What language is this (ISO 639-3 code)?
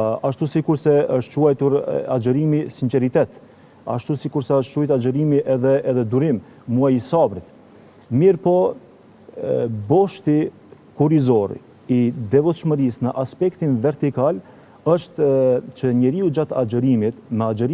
sqi